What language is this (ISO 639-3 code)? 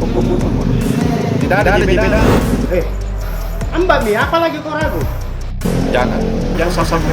mfp